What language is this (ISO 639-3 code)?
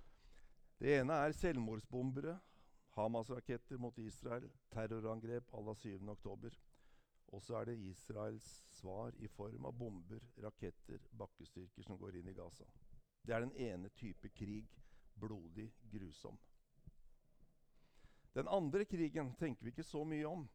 nor